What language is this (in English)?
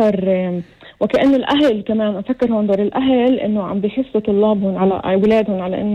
North Levantine Arabic